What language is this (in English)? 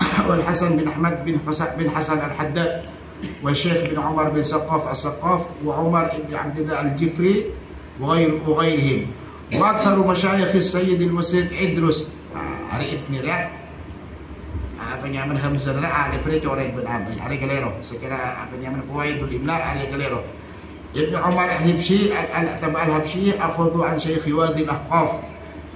Malay